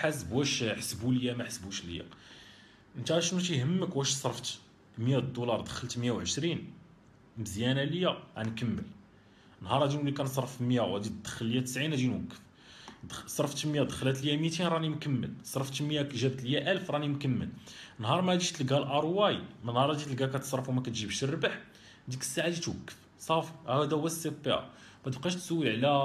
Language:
Moroccan Arabic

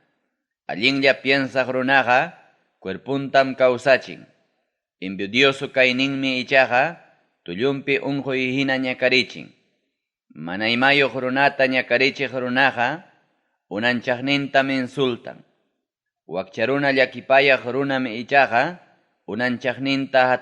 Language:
Ayacucho Quechua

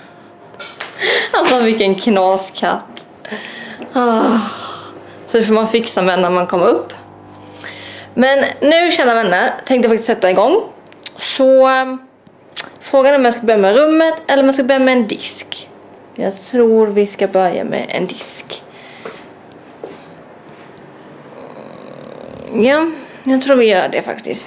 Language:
Swedish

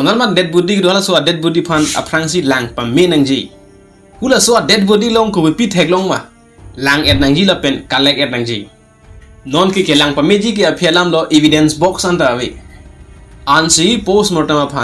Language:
Karbi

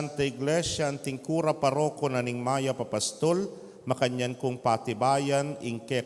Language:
Pampanga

